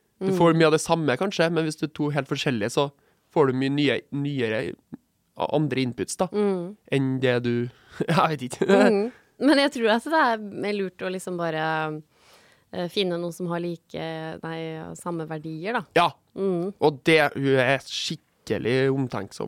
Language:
Norwegian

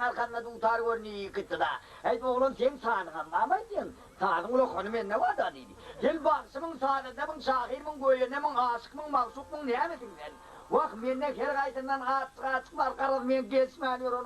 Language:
Turkmen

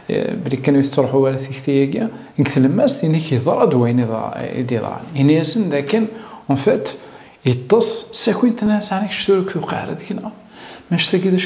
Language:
Kabyle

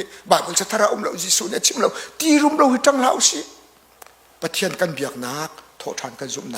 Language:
Hakha Chin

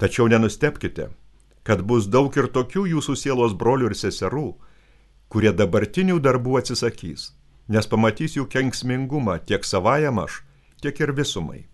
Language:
Lithuanian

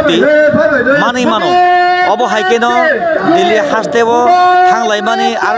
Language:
Kok Borok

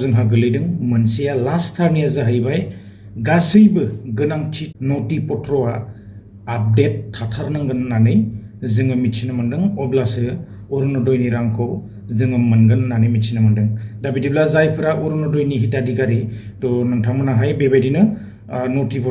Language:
Bodo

